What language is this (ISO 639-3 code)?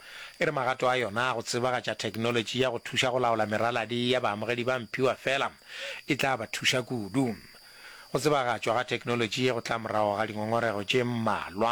nso